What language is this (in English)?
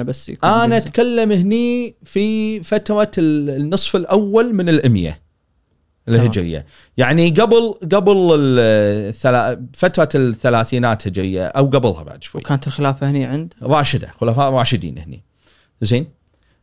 Gulf Arabic